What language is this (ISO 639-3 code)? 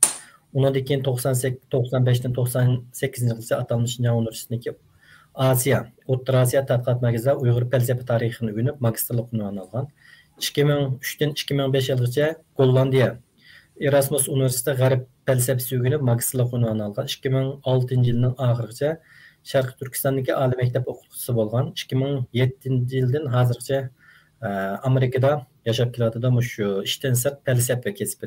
uig